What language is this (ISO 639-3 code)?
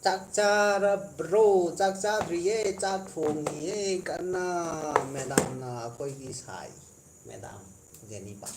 mni